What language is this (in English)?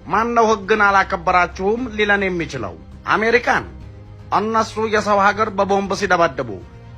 Amharic